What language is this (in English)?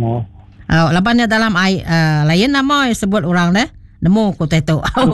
Iban